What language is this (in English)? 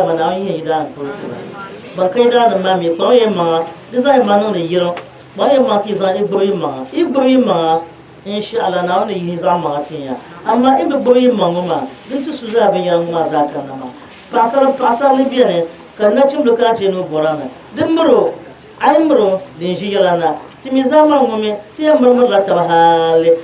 Dagbani